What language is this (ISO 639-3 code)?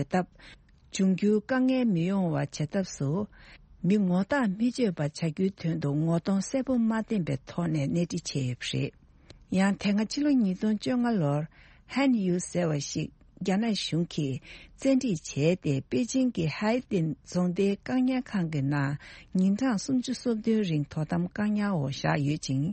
bod